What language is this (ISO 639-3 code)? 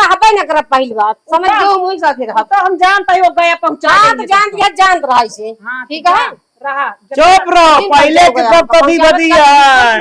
awa